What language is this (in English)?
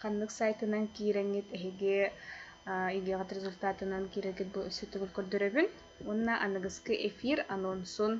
Yakut